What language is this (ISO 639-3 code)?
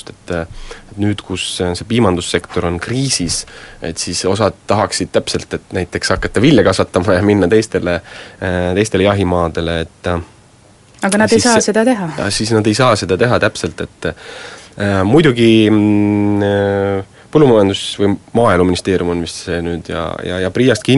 est